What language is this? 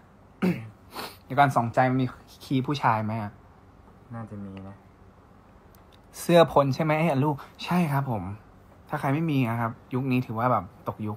Thai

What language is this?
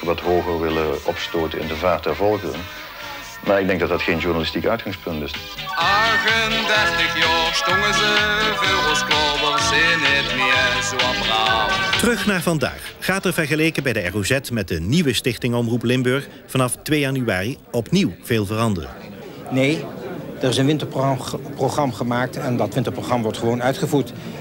Dutch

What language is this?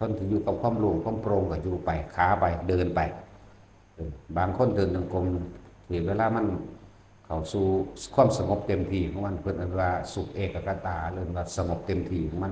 Northeastern Thai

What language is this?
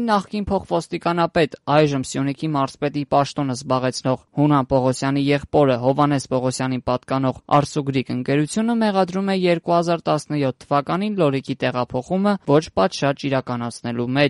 Armenian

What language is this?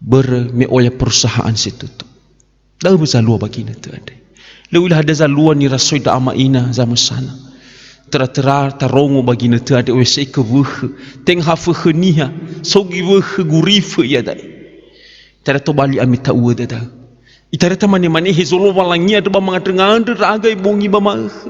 Nias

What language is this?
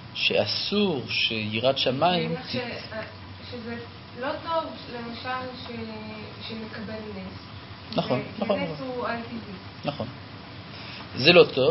Hebrew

